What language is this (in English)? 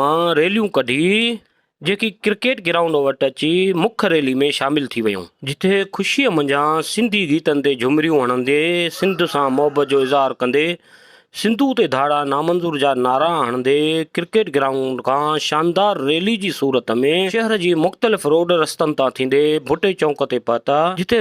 Sindhi